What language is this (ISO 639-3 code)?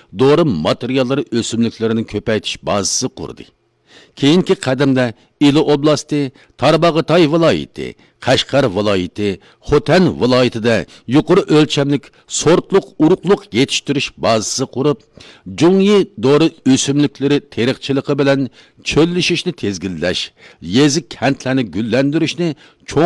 uig